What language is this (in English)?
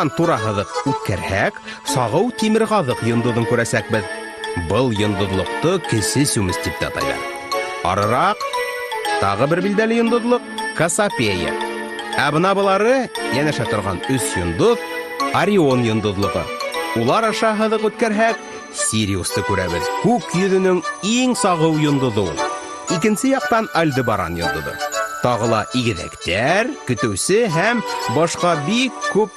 Bashkir